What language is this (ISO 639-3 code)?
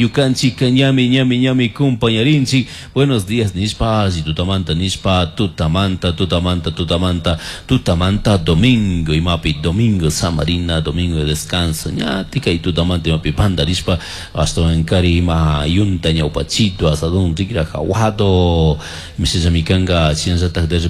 qug